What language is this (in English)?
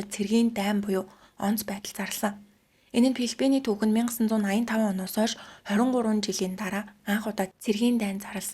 Mongolian